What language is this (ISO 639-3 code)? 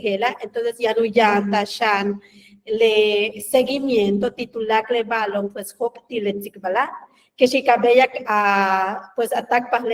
yua